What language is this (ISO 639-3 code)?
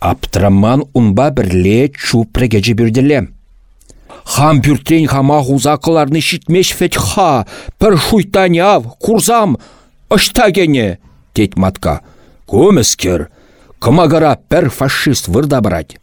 chv